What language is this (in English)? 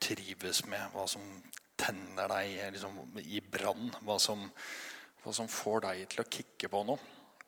Norwegian